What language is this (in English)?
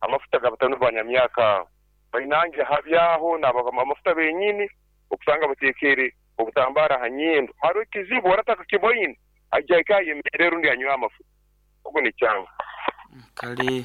Nyoro